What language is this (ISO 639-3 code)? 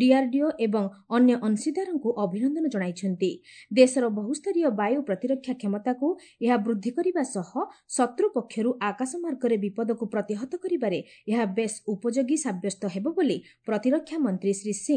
ori